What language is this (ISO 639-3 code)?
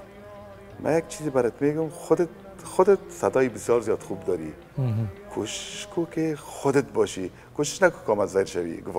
fas